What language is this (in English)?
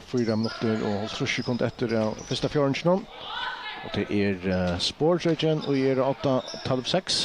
Faroese